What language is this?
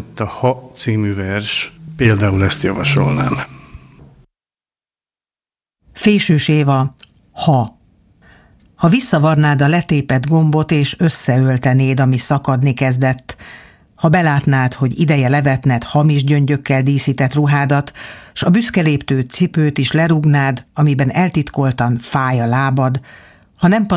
Hungarian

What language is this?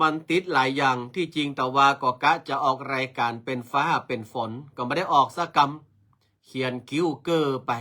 Northern Thai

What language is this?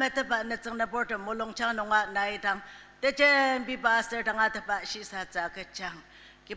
Ao Naga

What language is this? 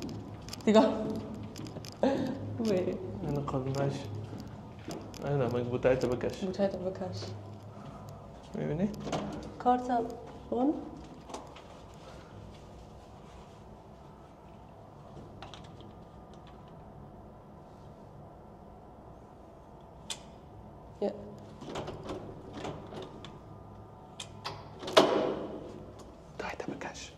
Persian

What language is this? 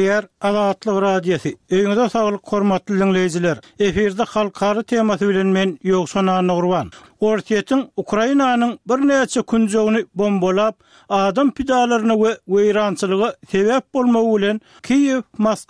Turkmen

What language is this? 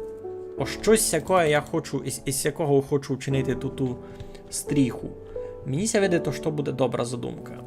Rusyn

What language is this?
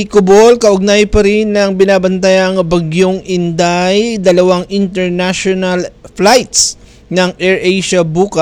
Filipino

